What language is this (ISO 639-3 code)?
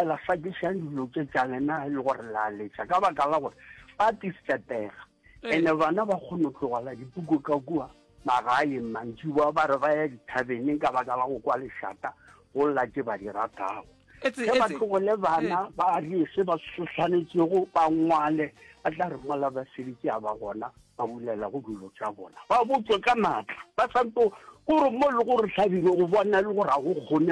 nso